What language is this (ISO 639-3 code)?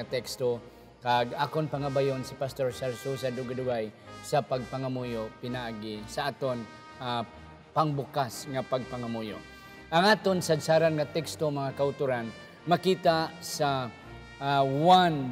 hil